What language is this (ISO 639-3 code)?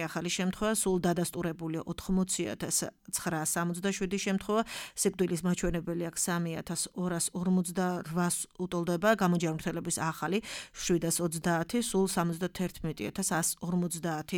kat